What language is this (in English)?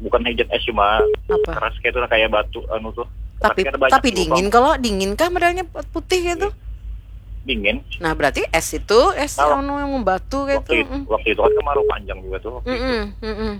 Banjar